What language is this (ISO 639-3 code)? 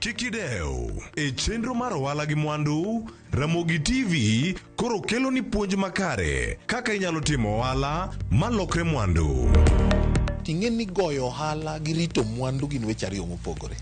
luo